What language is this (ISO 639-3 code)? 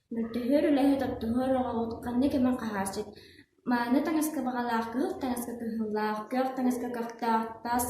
sah